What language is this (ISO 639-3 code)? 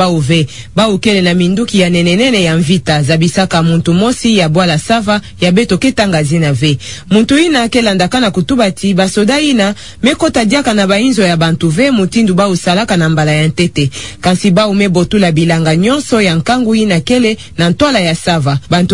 ktu